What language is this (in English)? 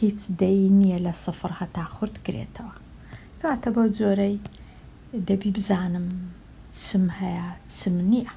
Central Kurdish